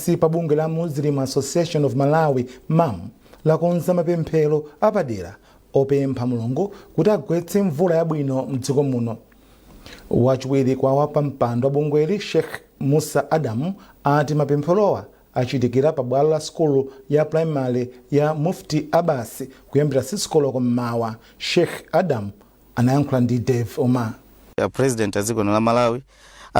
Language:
Nyanja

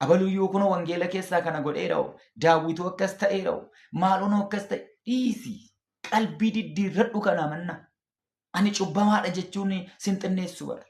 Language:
Oromo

